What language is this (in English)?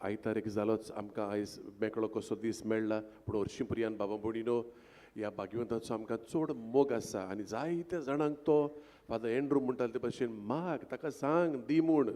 Konkani